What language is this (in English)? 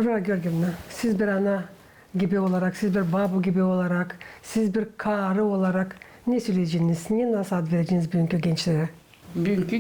Gagauz